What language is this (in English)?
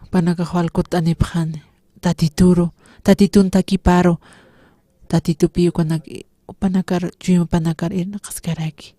Aymara